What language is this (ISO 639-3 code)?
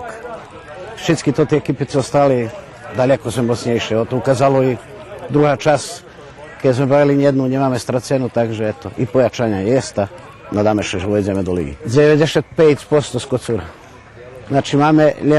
rue